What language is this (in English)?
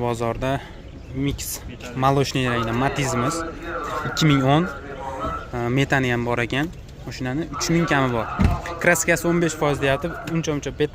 Uzbek